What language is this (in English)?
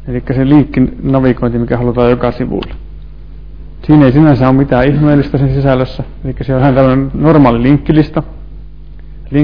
Finnish